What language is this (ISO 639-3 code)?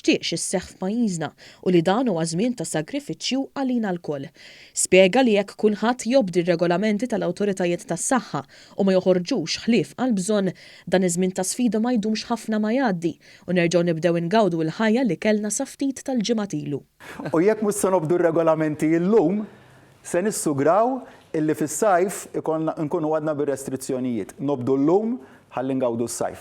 mlt